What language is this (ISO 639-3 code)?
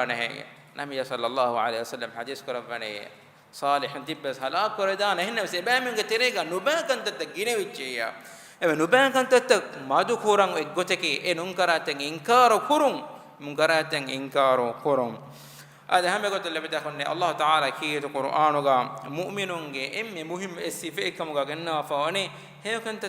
div